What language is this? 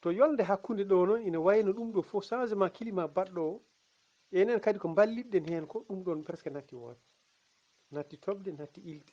Fula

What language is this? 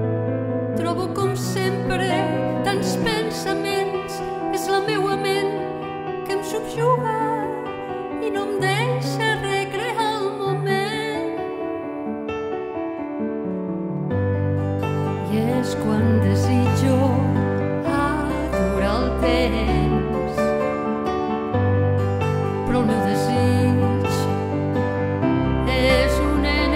Catalan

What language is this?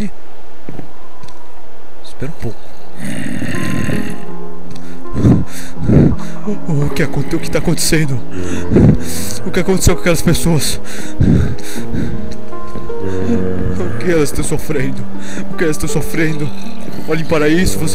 Portuguese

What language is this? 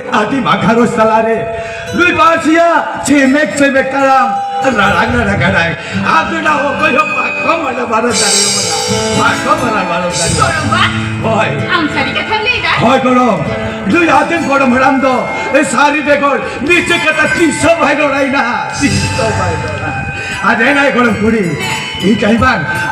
Santali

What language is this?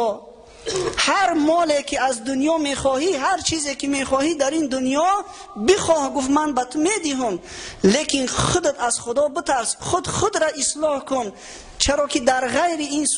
Tajik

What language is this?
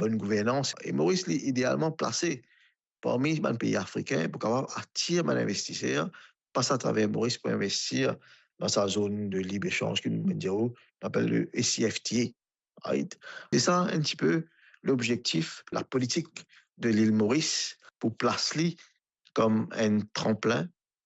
Morisyen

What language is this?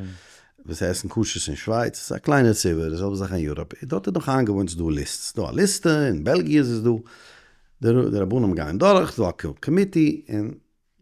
Yiddish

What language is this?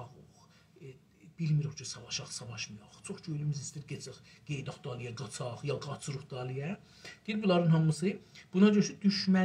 South Azerbaijani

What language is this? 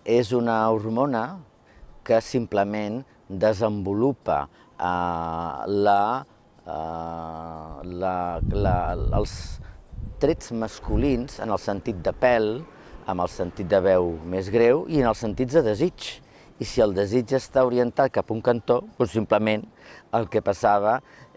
Catalan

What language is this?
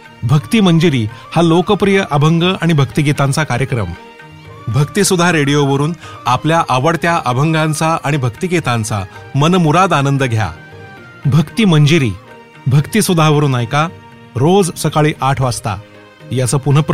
Marathi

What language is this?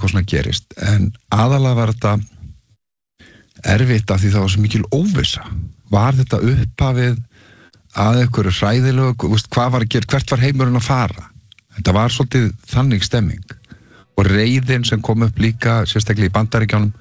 Icelandic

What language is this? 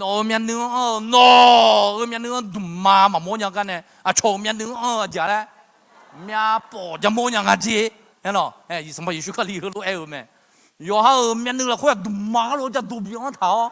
Akha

